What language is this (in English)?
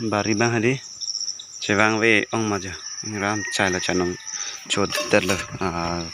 Karbi